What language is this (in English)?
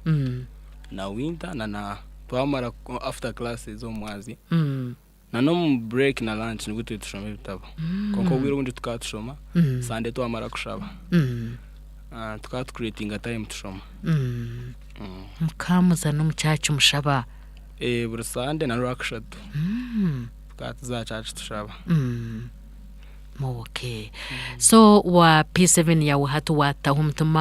Nyankole